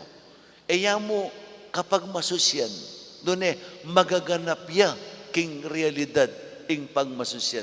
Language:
Pampanga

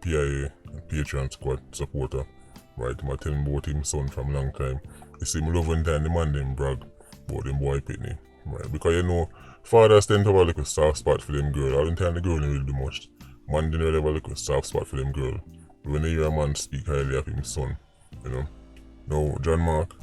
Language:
Jamaican Creole English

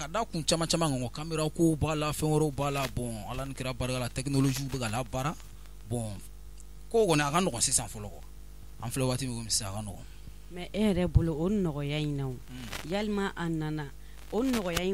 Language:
Bambara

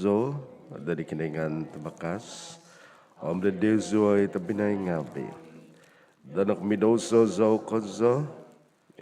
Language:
Central Dusun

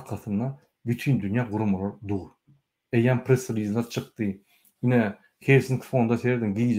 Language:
Turkmen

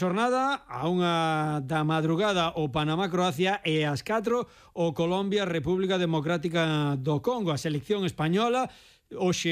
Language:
Galician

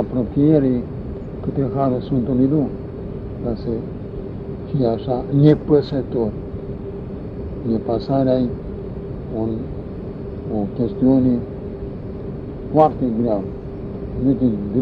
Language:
Romanian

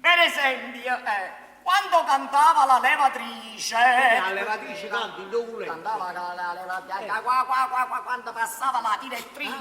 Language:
Neapolitan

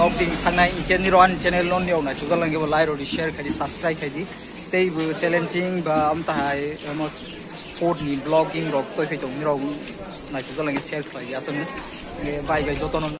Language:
Kok Borok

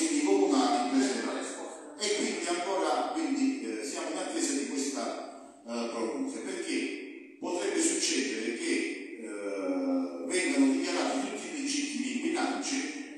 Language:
Italian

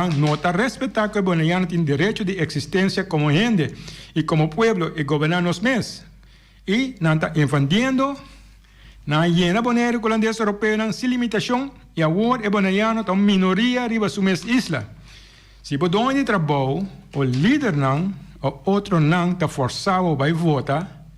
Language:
Papiamento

